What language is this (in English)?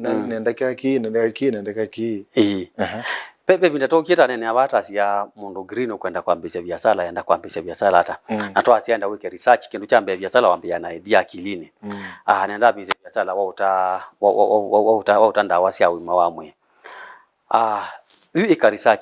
Kamba